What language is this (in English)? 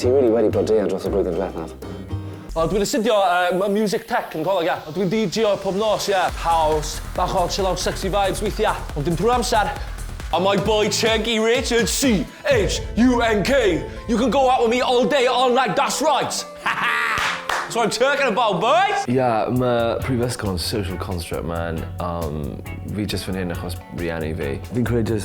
Welsh